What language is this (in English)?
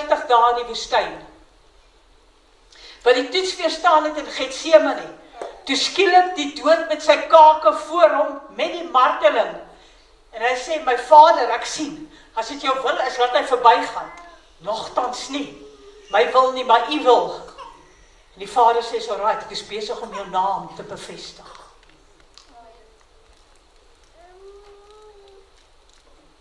Afrikaans